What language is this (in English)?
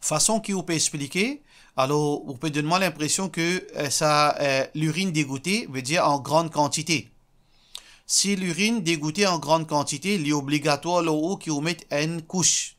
Morisyen